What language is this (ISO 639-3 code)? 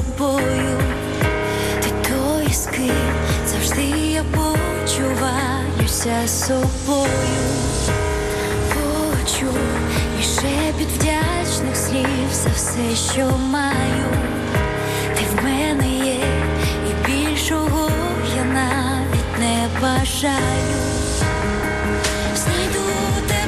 ukr